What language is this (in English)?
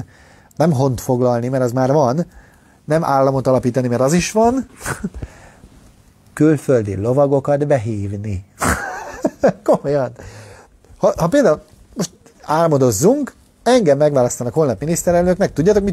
Hungarian